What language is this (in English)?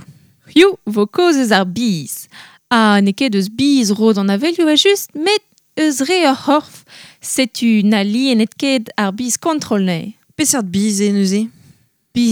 Breton